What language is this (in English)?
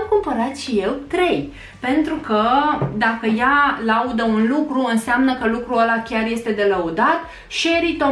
Romanian